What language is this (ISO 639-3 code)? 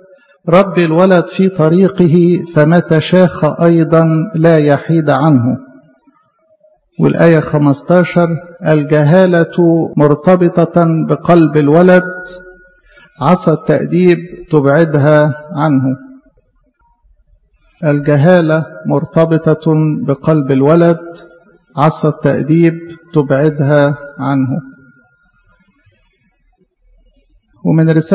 arz